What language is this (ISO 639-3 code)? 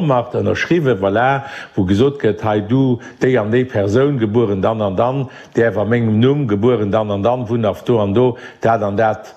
ltz